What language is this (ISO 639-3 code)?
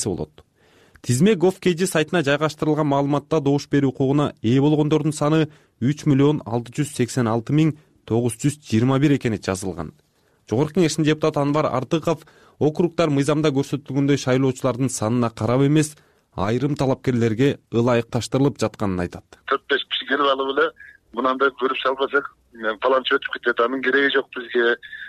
kir